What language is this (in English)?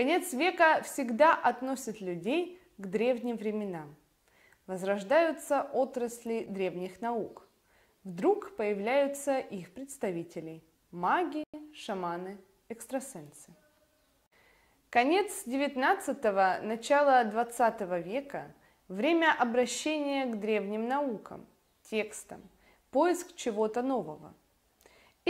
Russian